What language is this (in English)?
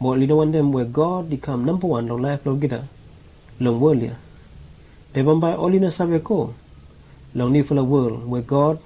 Bislama